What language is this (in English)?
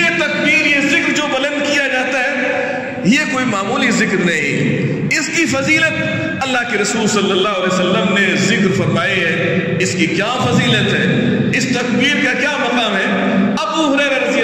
Urdu